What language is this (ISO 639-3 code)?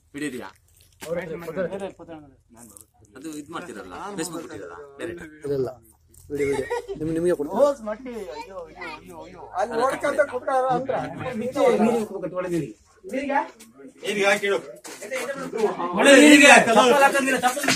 kan